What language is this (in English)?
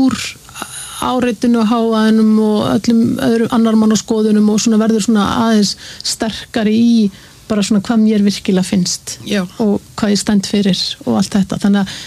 Icelandic